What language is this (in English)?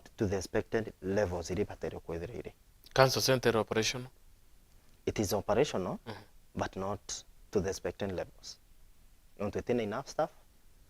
Meru